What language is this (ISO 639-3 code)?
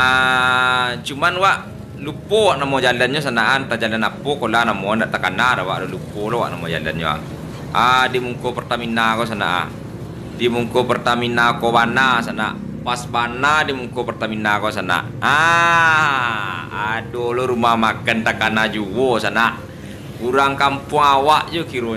min